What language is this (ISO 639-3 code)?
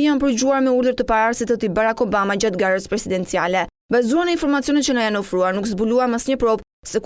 sqi